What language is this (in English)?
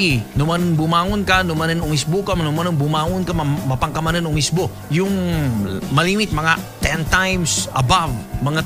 Filipino